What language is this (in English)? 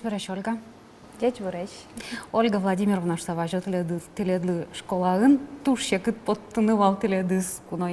Udmurt